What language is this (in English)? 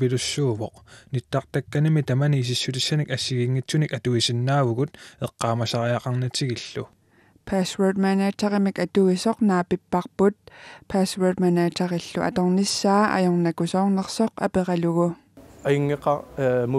Kalaallisut